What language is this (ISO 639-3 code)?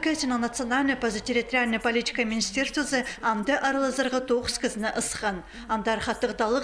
kjh